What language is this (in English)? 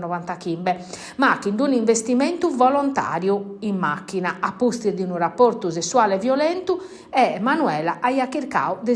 Sardinian